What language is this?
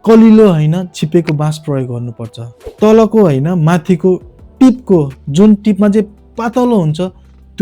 Nepali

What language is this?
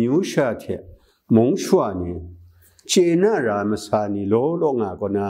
Kachin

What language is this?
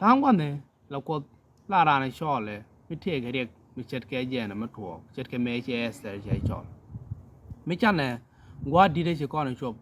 Nuer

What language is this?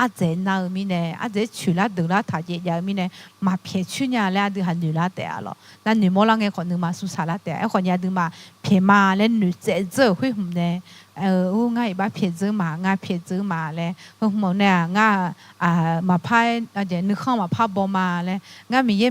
Akha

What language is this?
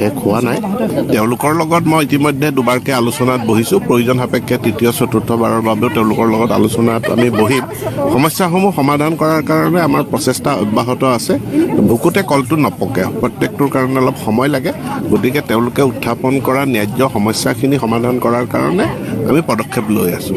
Assamese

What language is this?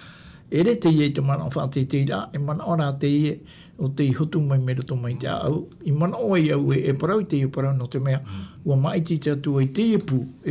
Tahitian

